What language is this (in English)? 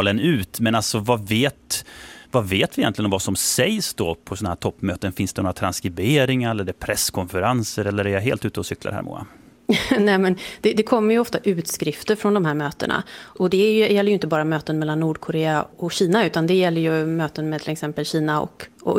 Swedish